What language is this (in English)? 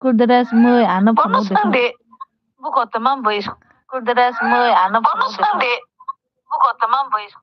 Kok Borok